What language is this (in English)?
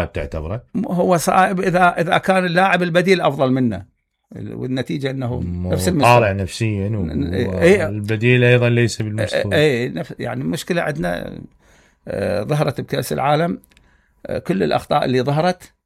Mesopotamian Arabic